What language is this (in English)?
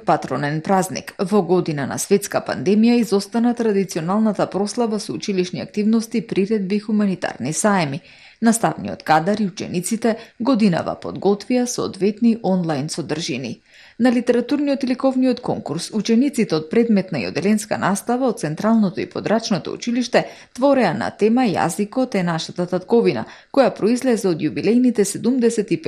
Macedonian